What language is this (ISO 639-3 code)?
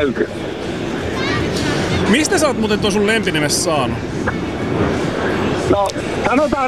fin